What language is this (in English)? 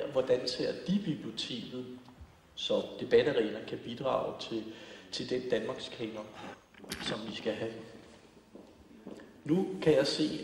Danish